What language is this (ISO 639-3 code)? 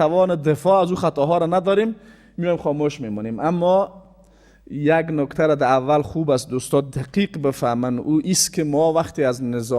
fas